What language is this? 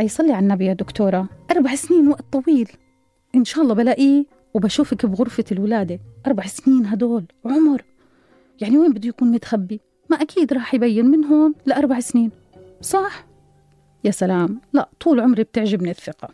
North Levantine Arabic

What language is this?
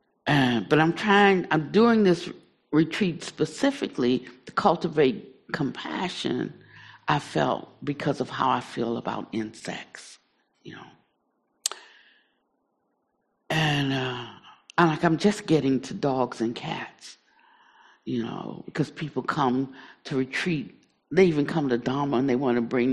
English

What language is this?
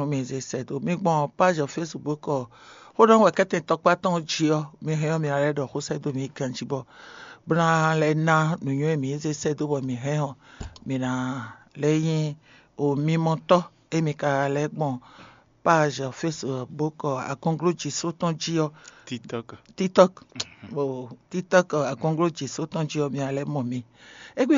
Fon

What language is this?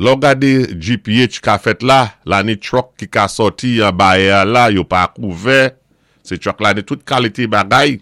Saint Lucian Creole French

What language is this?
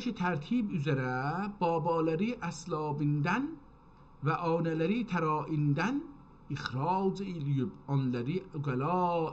South Azerbaijani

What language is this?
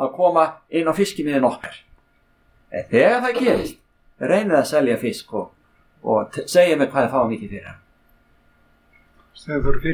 Icelandic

